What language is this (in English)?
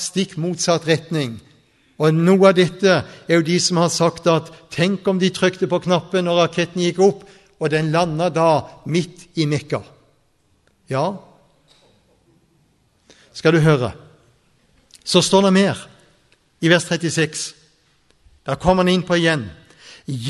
Norwegian